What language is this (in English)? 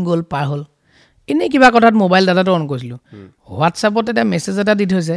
Assamese